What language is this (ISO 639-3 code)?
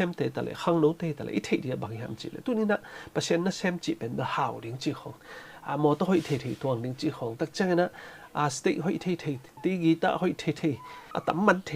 ctd